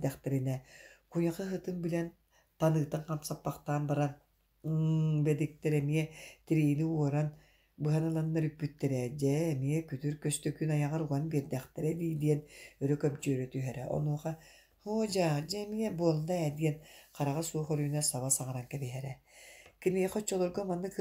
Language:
Yakut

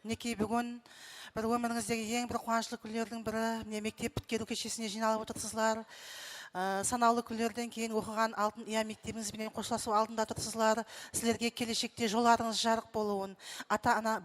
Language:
Kara-Kalpak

